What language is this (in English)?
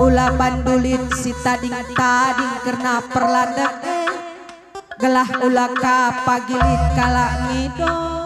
Batak Karo